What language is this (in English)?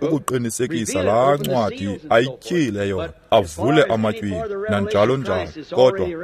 Xhosa